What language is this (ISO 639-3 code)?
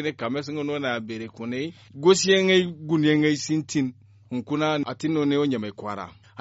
dje